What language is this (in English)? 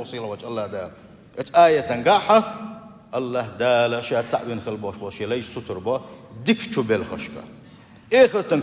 Chechen